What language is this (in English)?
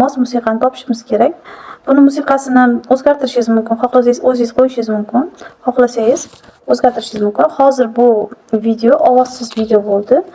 Uzbek